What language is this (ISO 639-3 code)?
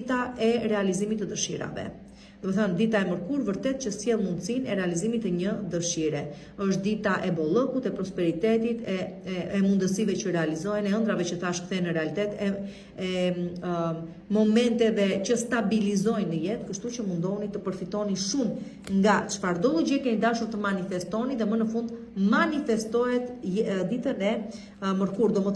sqi